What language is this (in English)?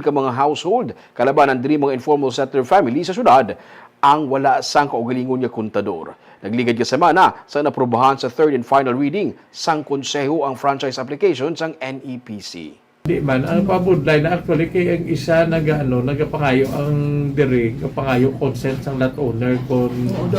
Hiligaynon